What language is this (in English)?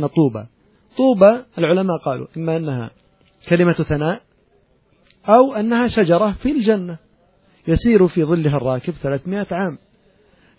Bosnian